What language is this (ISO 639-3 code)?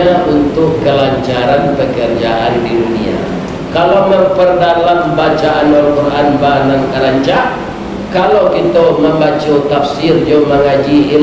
min